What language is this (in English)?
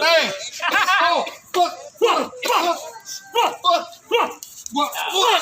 Betawi